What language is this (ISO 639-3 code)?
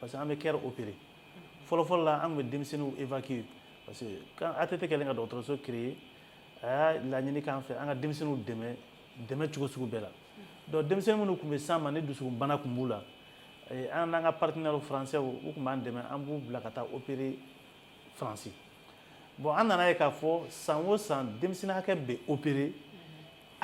bam